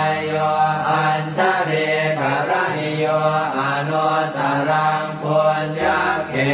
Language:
Pali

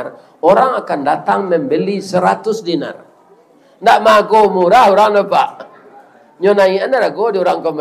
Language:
Minangkabau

